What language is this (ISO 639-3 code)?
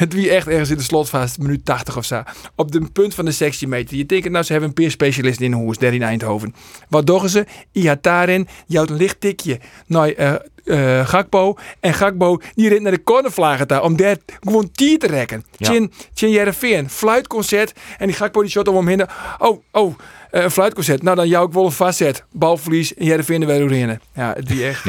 fry